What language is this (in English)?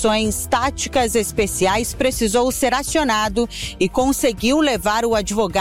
Portuguese